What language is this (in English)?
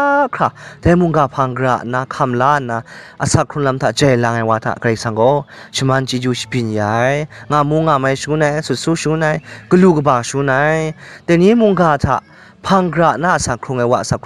Kachin